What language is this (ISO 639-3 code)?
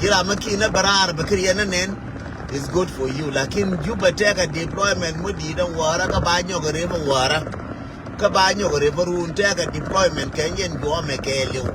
nus